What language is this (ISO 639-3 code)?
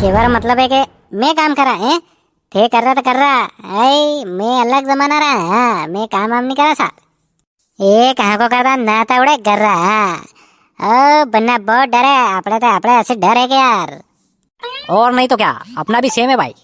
raj